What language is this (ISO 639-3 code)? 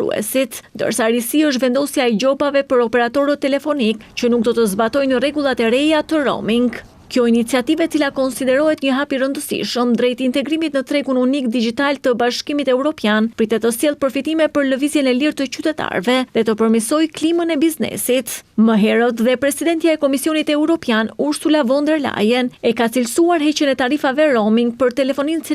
sqi